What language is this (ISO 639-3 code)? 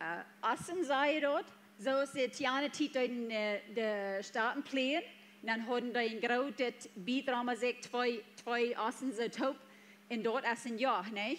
pdt